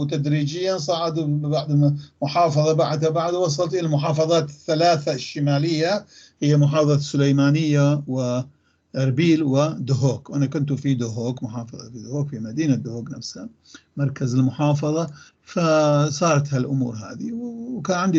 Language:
North Levantine Arabic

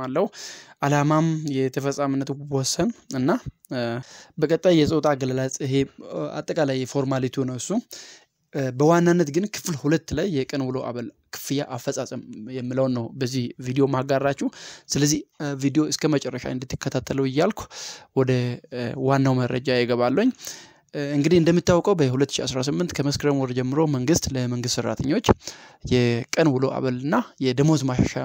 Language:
Amharic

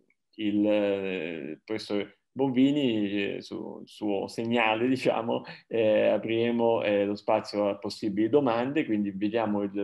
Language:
Italian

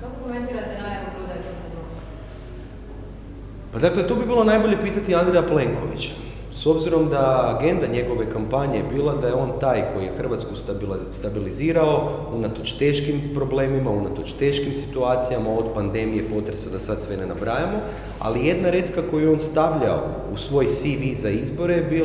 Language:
Croatian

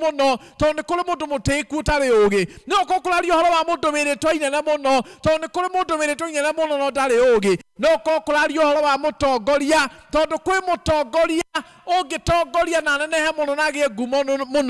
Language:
Kikuyu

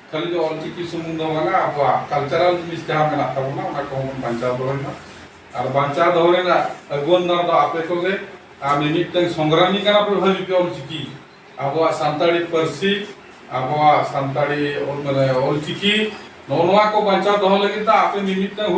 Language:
Santali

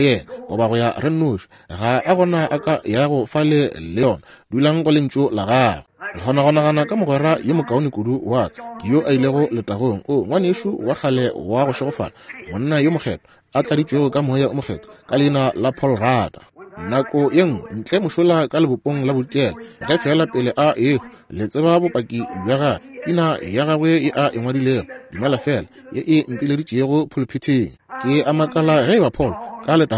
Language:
Northern Sotho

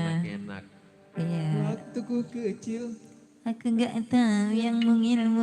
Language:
Betawi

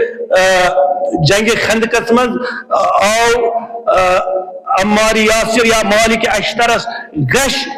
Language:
Kashmiri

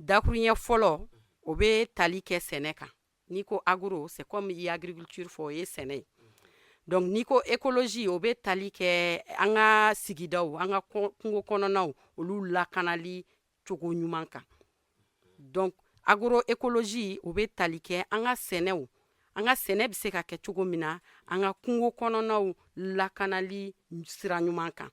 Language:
Bambara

